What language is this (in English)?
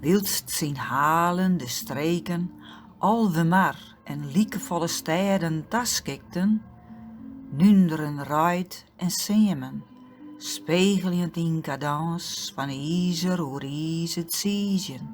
Western Frisian